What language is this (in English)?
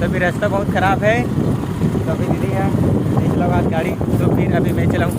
Chhattisgarhi